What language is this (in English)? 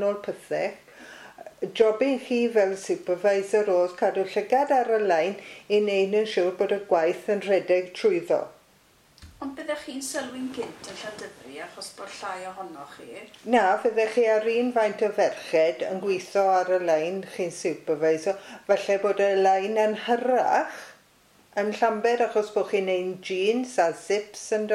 Welsh